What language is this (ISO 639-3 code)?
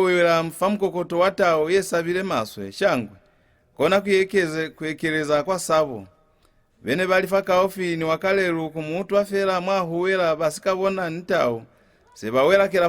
loz